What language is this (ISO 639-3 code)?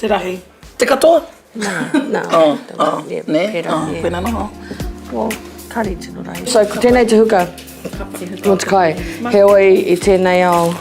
mri